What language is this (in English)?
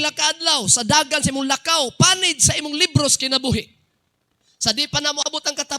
Cebuano